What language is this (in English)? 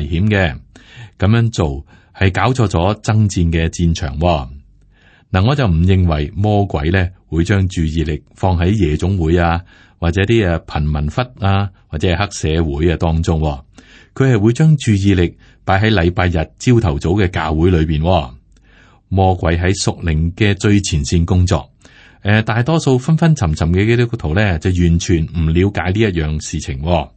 Cantonese